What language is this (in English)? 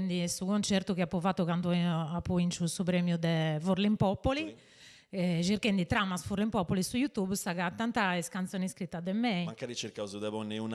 Sardinian